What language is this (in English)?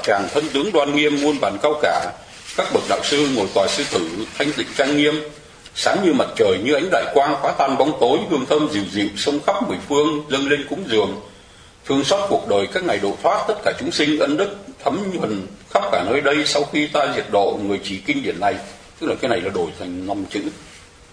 Vietnamese